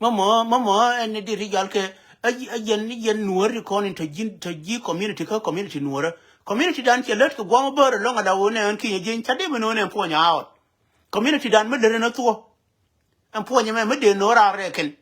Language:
Nuer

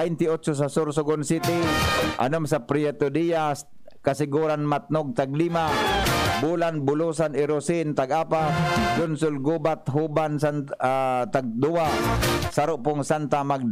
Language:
Bikol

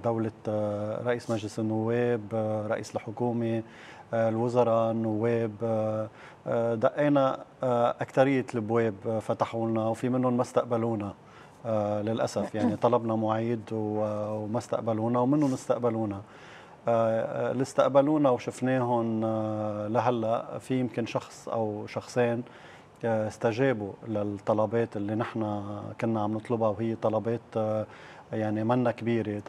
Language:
North Levantine Arabic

